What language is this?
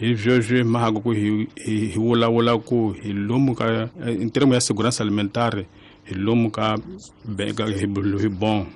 Tsonga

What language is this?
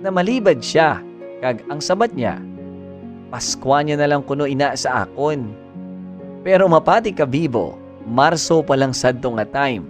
Hiligaynon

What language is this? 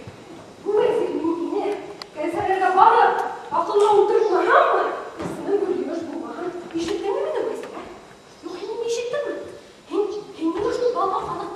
Bashkir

